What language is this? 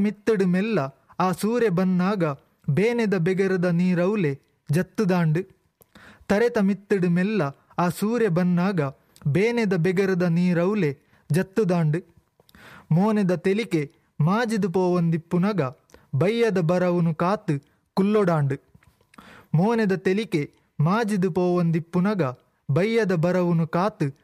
Tulu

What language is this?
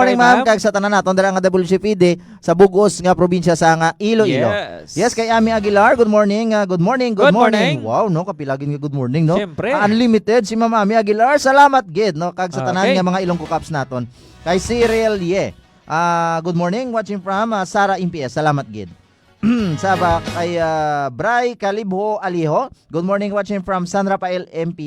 Hiligaynon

